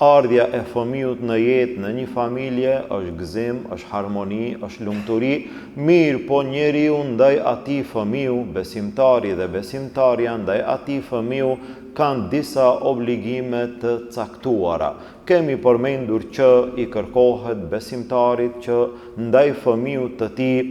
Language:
Albanian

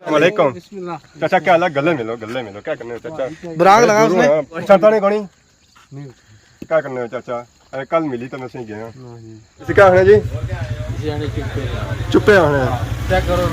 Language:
Pahari-Potwari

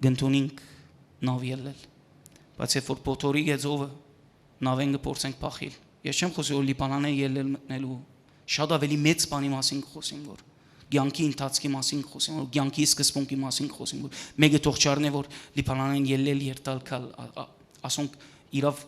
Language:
Western Armenian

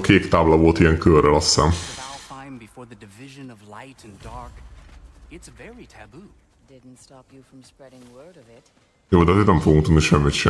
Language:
Hungarian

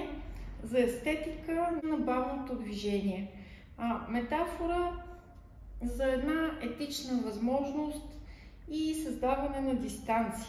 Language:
Bulgarian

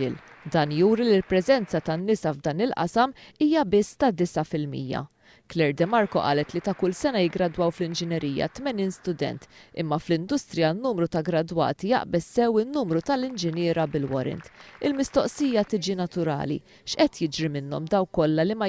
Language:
Maltese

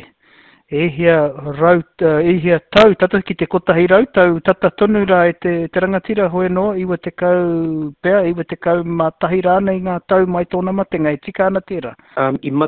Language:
Māori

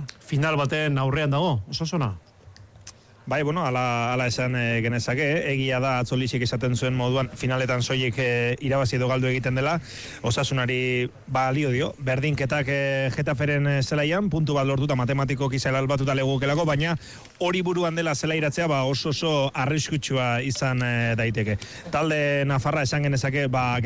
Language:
Basque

